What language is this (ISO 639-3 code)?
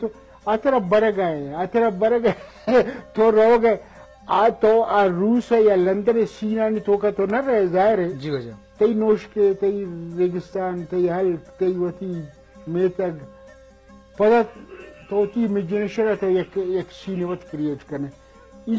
bgp